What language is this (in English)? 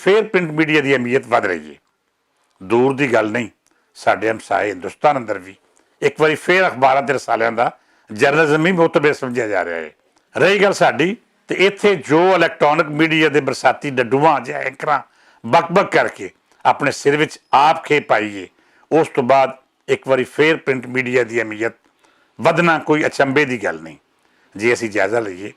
Western Panjabi